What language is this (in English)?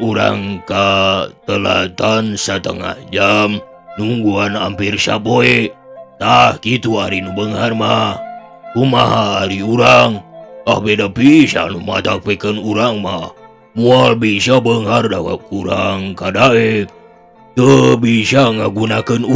Sundanese